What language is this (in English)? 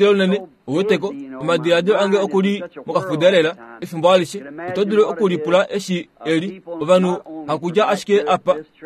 Kuanyama